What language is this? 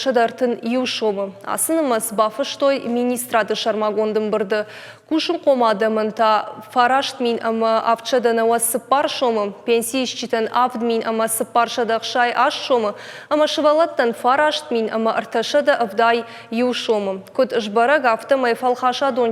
Ossetic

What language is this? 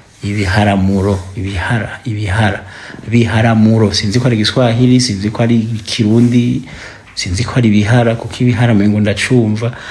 Rundi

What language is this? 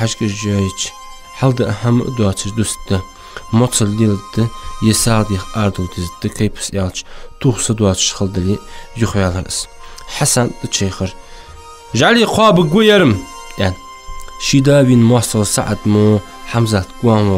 Ingush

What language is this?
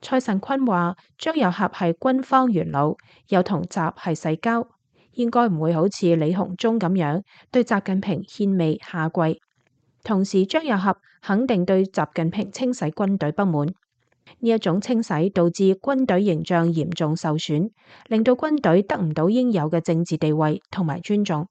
Cantonese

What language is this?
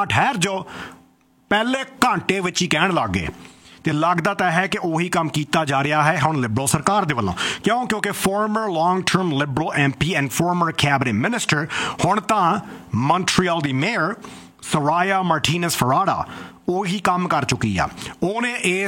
Punjabi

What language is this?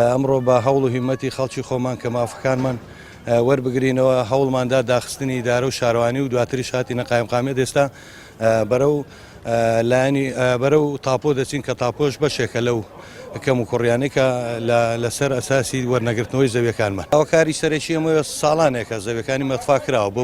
Central Kurdish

